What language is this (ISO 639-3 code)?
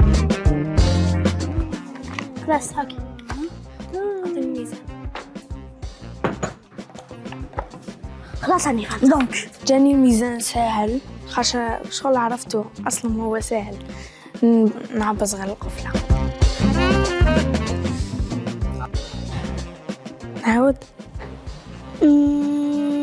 arq